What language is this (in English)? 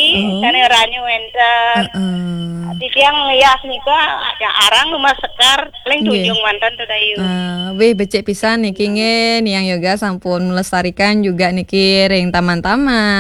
Balinese